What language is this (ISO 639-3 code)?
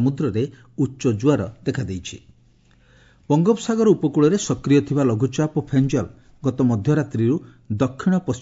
ori